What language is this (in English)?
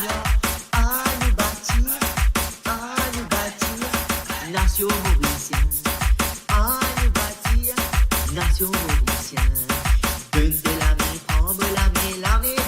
Morisyen